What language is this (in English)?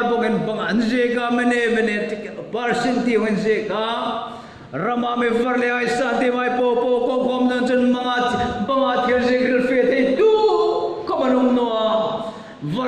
Hmar